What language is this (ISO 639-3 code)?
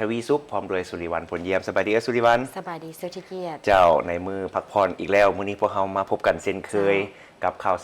lao